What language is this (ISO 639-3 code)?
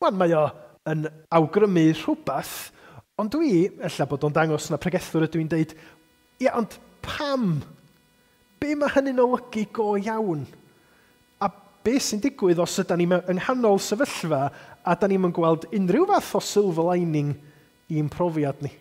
cym